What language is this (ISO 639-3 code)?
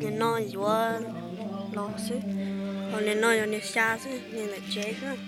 hmn